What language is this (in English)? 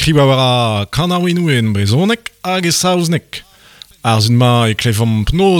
Breton